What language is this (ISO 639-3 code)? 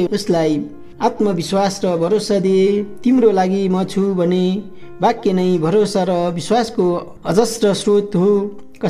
nep